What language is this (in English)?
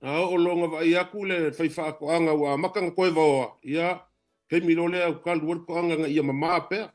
Samoan